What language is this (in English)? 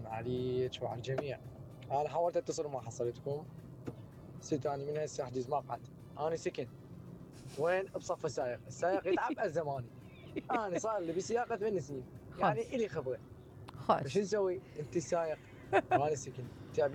Mesopotamian Arabic